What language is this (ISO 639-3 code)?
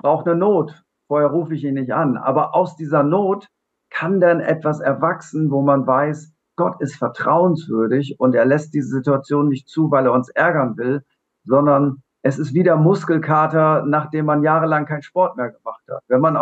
gsw